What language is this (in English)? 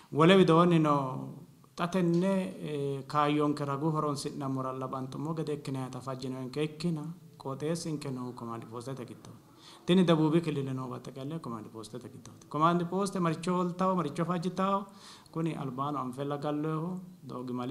Sidamo